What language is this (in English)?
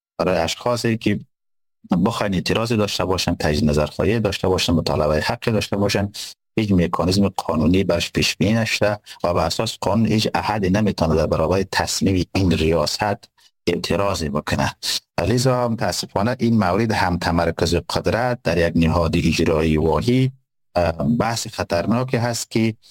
Persian